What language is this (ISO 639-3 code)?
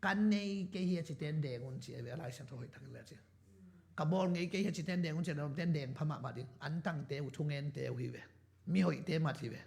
ctd